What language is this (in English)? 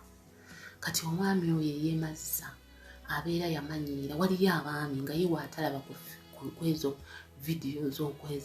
Ganda